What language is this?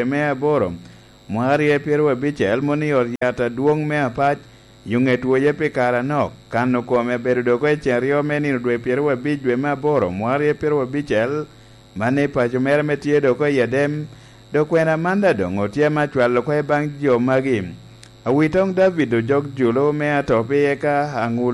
Lango (Uganda)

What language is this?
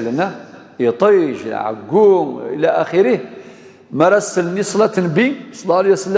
Kabyle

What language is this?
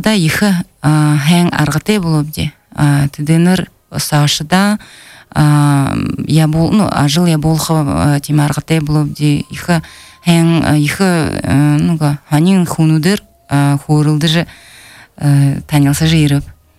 Belarusian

